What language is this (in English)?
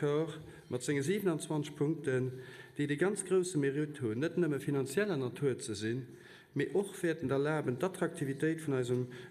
Luxembourgish